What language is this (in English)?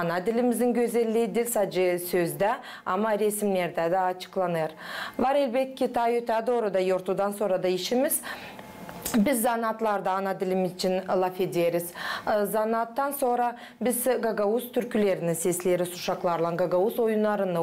Gagauz